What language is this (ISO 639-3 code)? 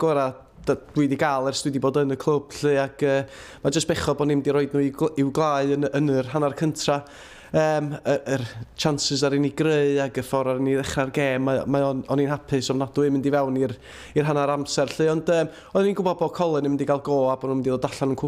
cym